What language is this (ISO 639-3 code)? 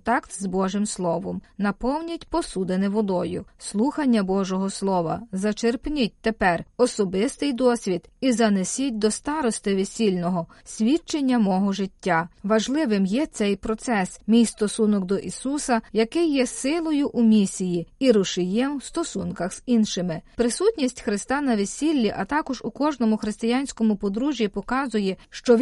ukr